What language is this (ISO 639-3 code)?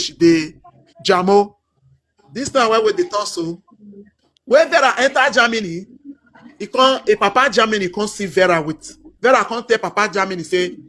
pcm